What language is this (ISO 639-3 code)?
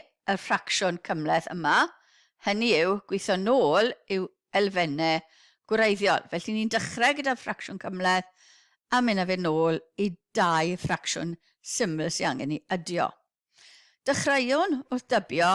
cym